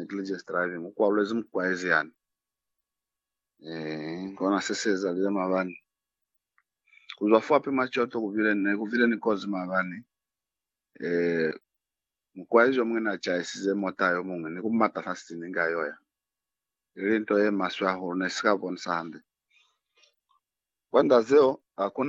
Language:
Lozi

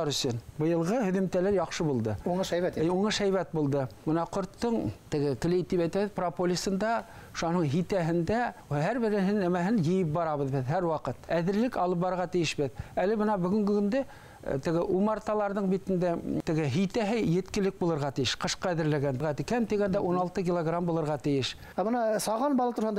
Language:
Bashkir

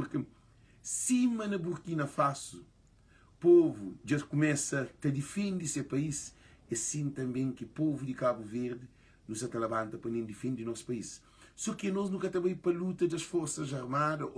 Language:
Kabuverdianu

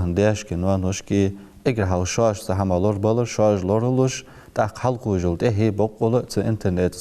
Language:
Ingush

